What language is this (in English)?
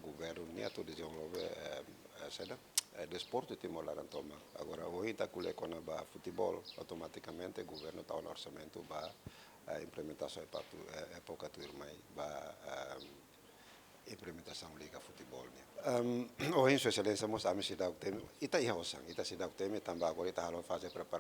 Tetum